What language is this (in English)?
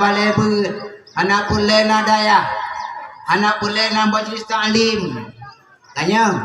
Achinese